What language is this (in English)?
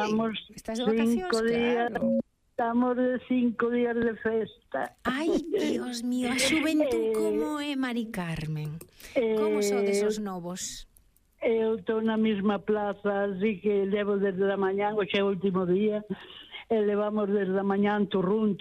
Galician